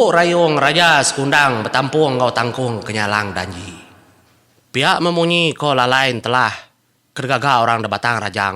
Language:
Iban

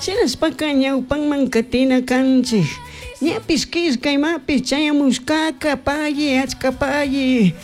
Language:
Chimborazo Highland Quichua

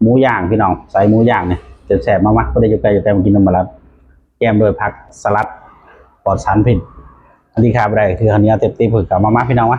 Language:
Northeastern Thai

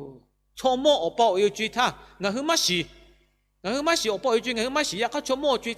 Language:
Lahu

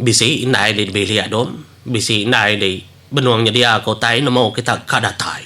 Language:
Iban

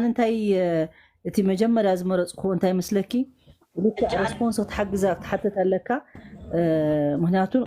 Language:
Tigrinya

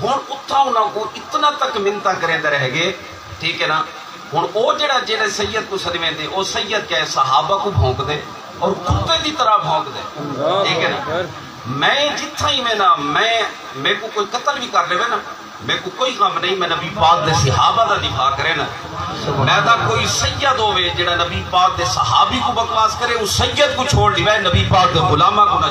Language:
Saraiki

